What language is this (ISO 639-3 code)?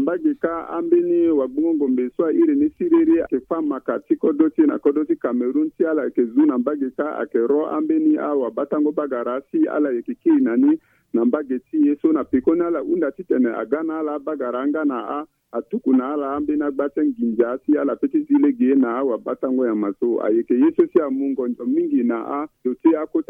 sag